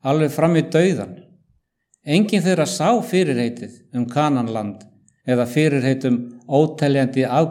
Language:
Icelandic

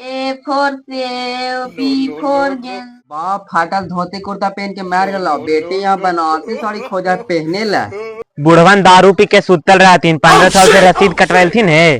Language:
Magahi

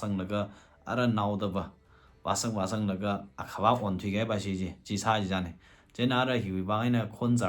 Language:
Tangkhul Naga (India)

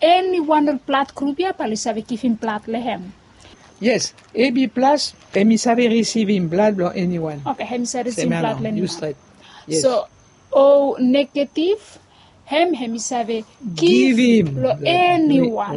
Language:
Bislama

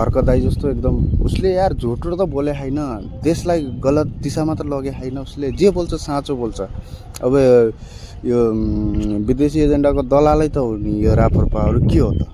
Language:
Nepali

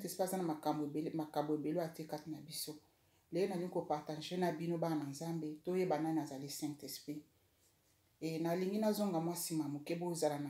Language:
Lingala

